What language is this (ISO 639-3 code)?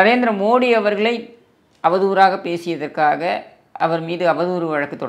tam